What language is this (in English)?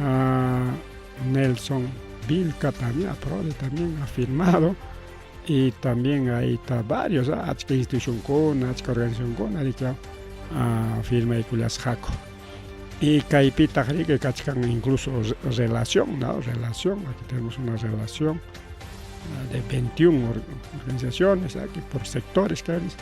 Ayacucho Quechua